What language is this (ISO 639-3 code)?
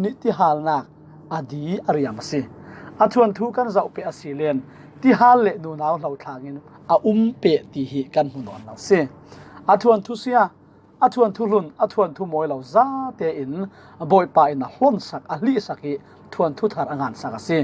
cfm